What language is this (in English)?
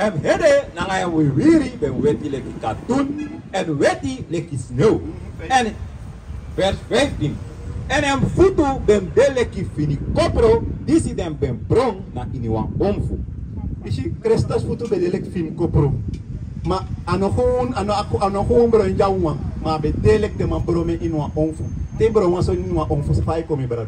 Sranan Tongo